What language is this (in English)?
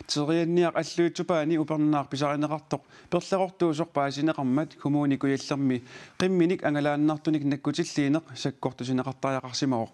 Kalaallisut